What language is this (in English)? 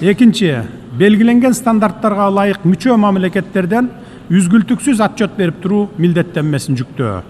Kyrgyz